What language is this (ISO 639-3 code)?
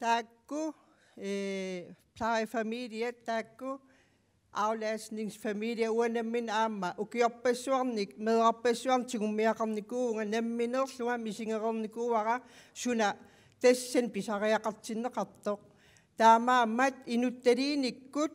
kal